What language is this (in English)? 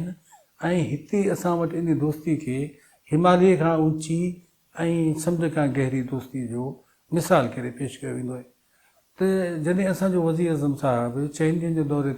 Sindhi